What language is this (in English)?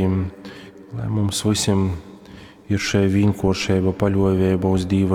Latgalian